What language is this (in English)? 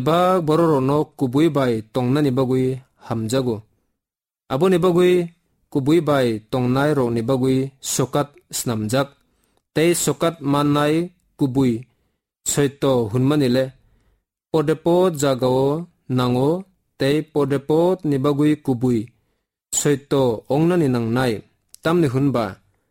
Kok Borok